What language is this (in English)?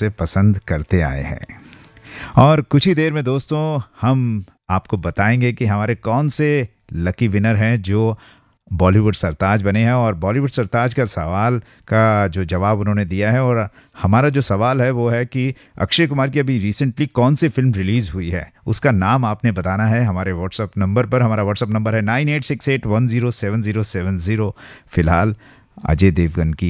Hindi